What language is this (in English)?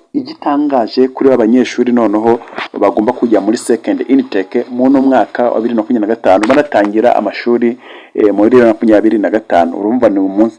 Kinyarwanda